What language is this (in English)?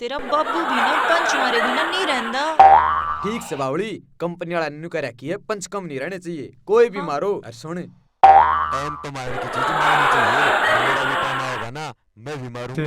Haryanvi